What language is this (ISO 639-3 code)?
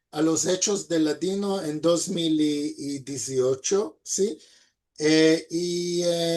lad